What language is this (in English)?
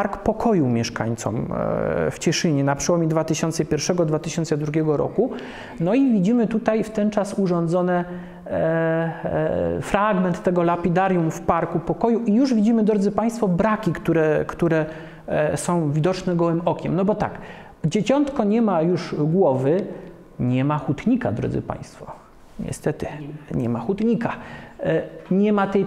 Polish